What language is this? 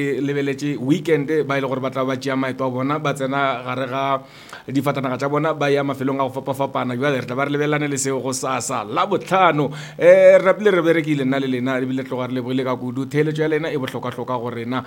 Northern Sotho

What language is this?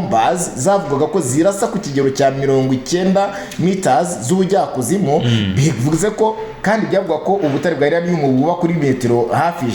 Kinyarwanda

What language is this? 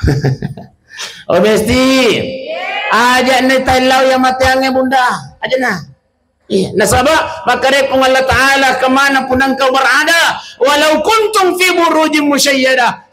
Buginese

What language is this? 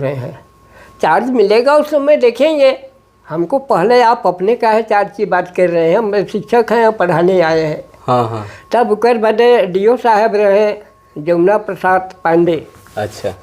Sadri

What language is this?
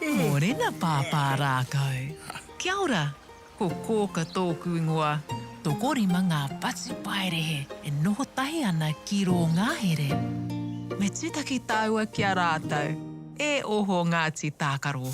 Māori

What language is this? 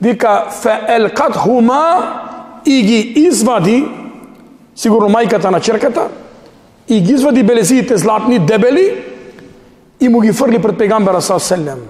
Macedonian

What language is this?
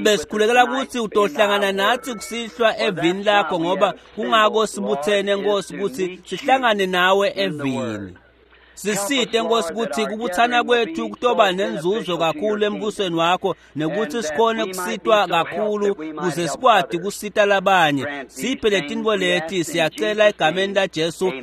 Swati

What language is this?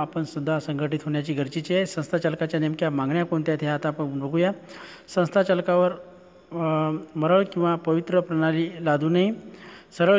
Marathi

